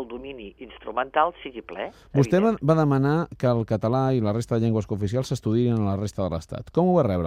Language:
Catalan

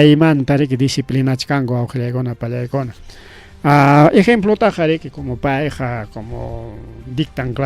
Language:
Ayacucho Quechua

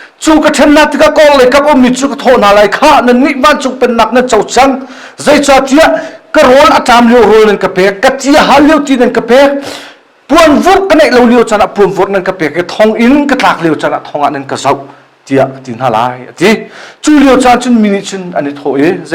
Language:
Hakha Chin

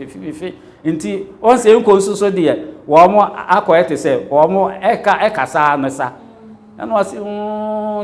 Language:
Akan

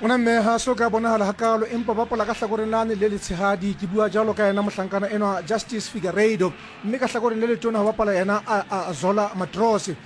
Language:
Southern Sotho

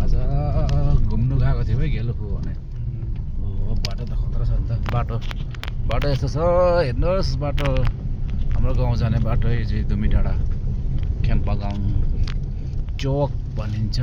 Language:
Nepali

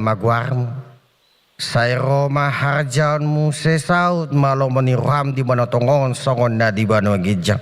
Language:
Batak Toba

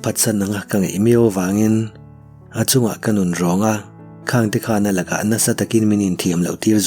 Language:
Mizo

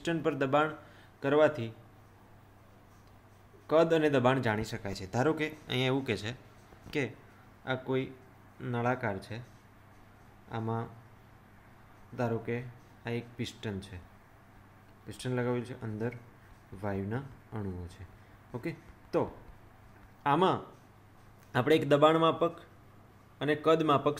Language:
Gujarati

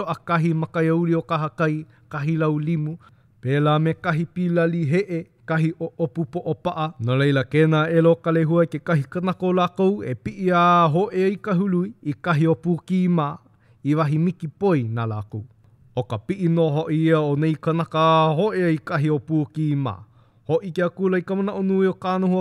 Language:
Hawaiian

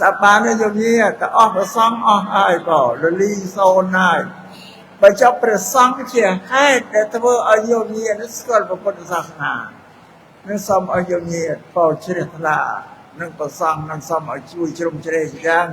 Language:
Khmer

